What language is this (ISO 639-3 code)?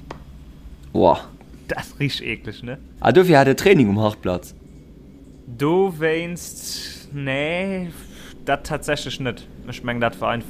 ltz